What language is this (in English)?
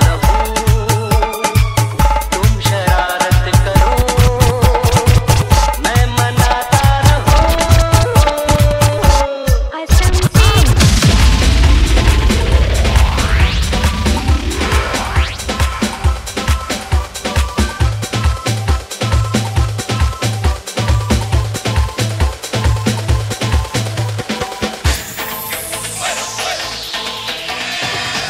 Hindi